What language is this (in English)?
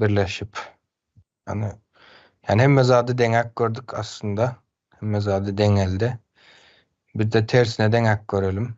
Turkmen